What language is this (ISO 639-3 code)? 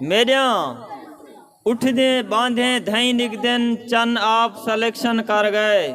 skr